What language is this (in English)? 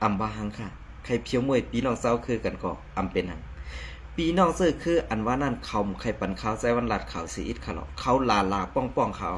Shan